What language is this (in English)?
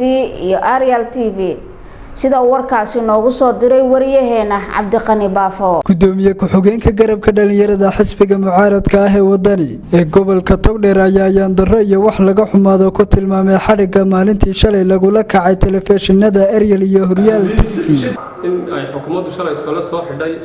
Somali